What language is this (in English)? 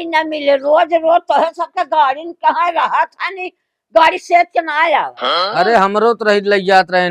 Awadhi